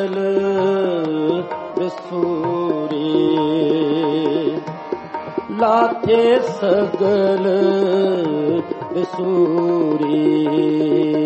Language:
Punjabi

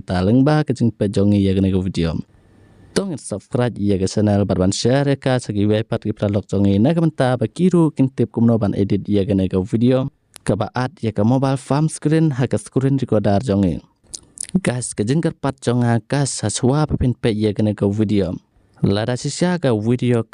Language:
Khasi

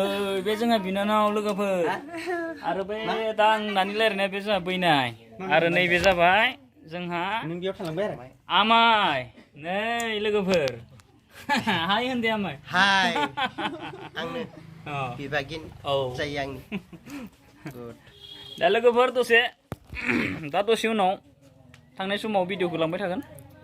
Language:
Bodo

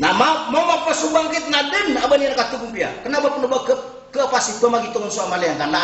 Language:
Maranao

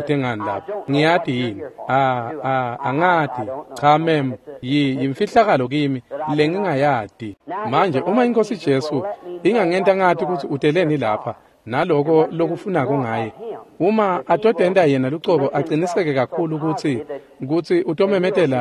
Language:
Swati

